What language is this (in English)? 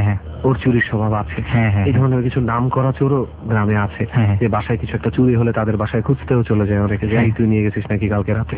Bangla